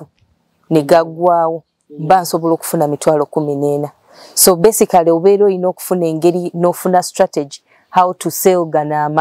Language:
Ganda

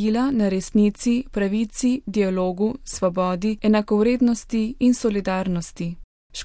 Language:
Slovenian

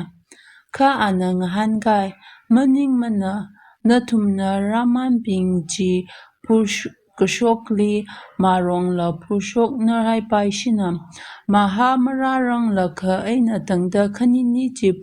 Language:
Tangkhul Naga (India)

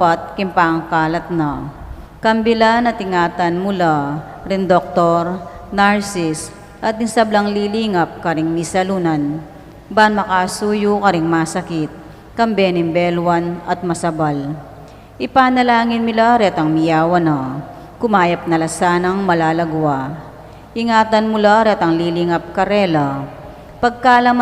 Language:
Pampanga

